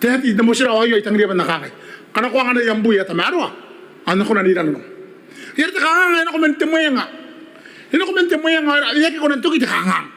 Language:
Gilbertese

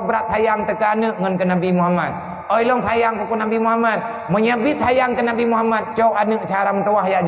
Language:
Achinese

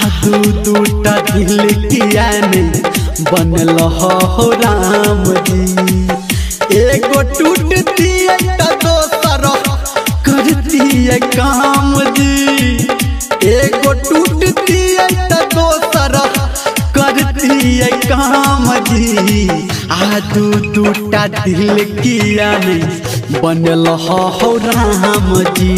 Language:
Maithili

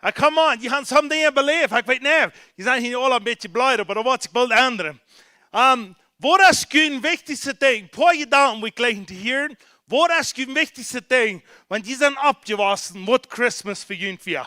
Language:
Plautdietsch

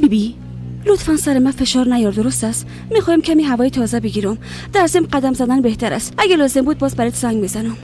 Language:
Persian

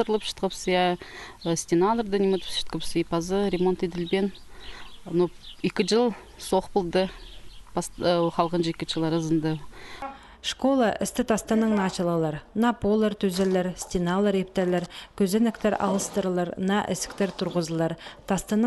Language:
Khakas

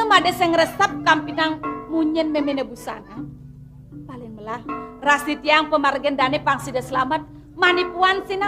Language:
Balinese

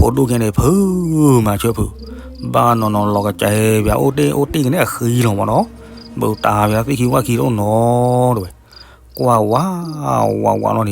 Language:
S'gaw Karen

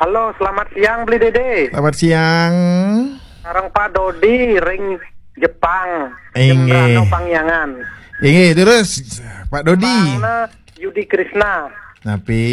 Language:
Balinese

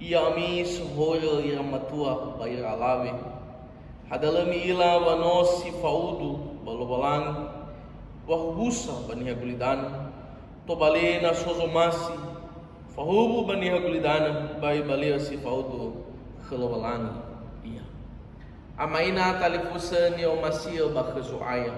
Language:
Nias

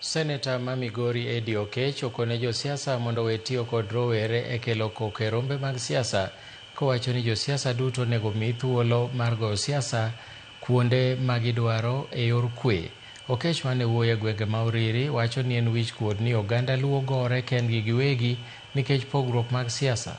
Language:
Luo (Kenya and Tanzania)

